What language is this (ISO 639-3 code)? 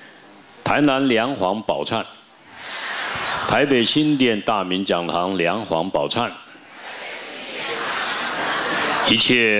zho